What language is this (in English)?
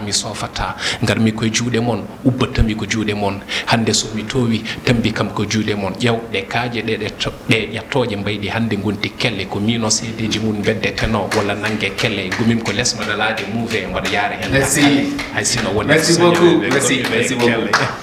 Fula